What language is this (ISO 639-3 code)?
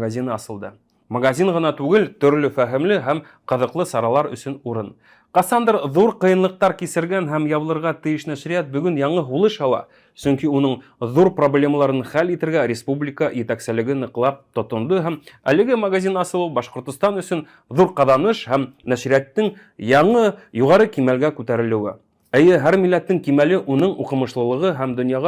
bak